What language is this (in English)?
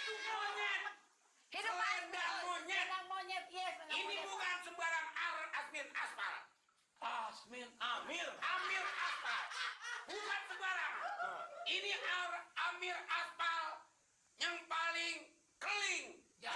Betawi